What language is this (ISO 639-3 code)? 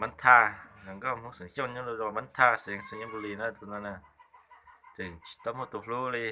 hmn